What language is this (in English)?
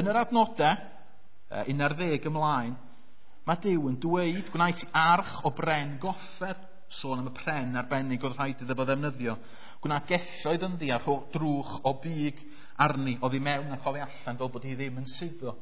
Welsh